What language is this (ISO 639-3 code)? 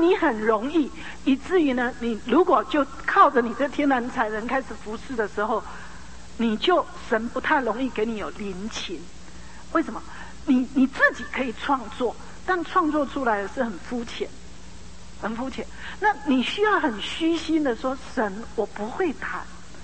zho